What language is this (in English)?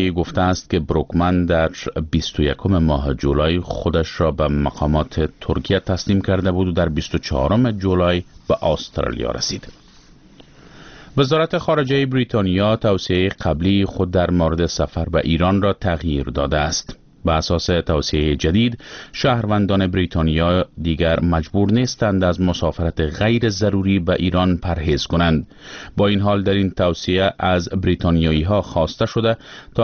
Persian